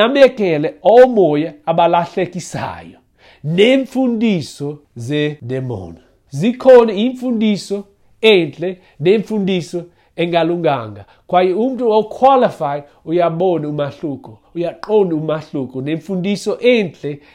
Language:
Xhosa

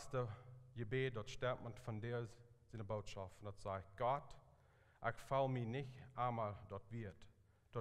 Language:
Plautdietsch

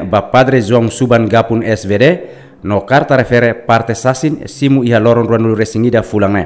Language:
Tetum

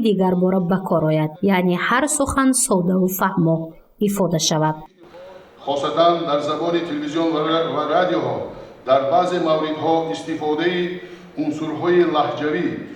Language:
Tajik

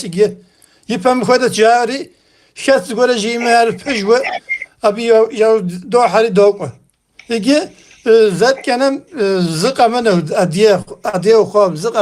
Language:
Kabardian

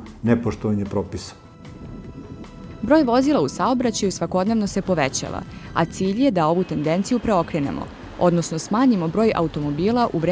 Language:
Serbian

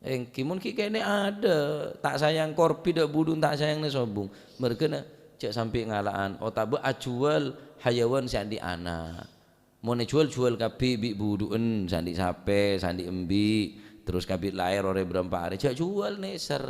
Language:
Madurese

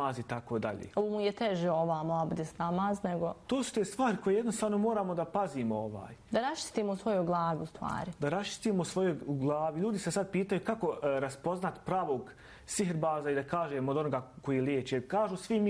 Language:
Bosnian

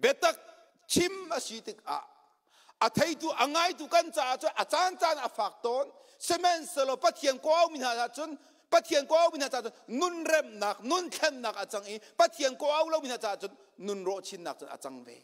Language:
Hakha Chin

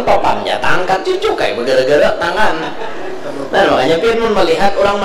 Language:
Banjar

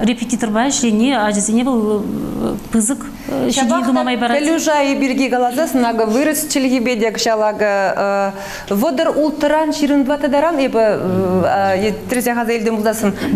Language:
Chuvash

